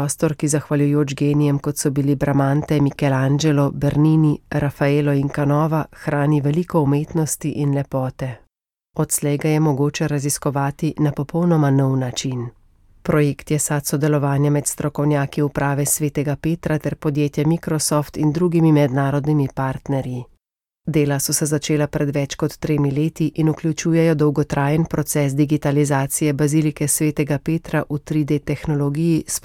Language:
Slovenian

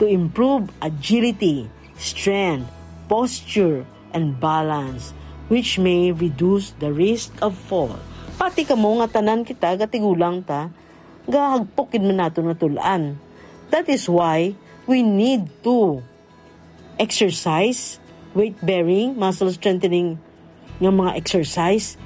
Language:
Hiligaynon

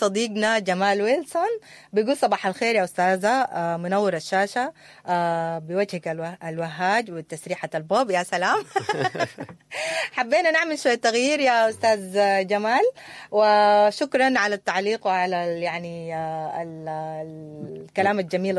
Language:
Sudanese Arabic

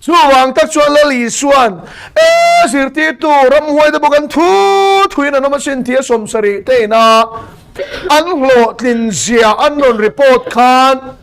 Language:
Mizo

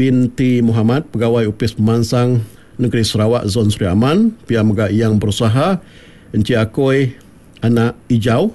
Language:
Iban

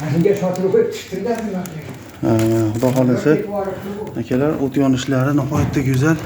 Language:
Uzbek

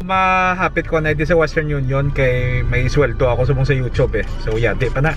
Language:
Hiligaynon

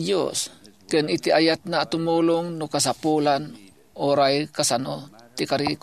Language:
Iloko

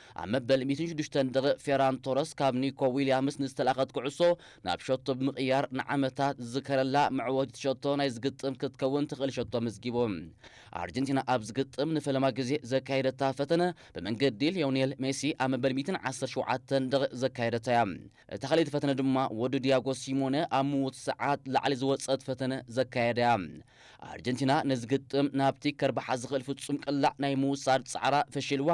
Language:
Tigrinya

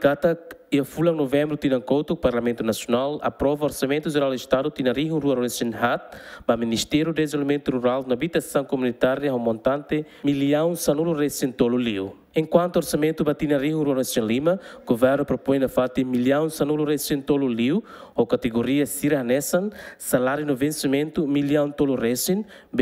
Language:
Tetum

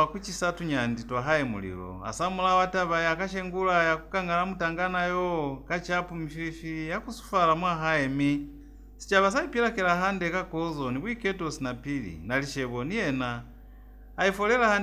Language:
Lozi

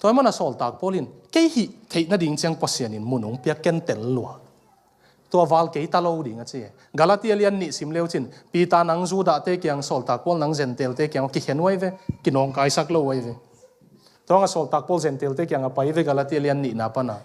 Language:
Tedim Chin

